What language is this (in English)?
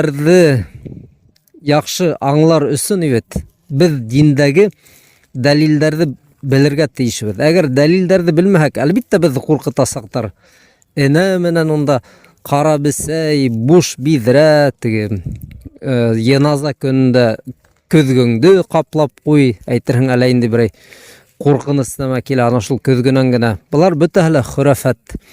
Bashkir